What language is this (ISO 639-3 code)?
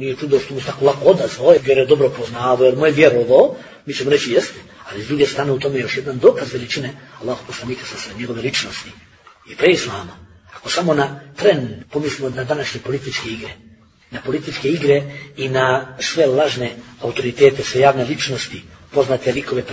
bos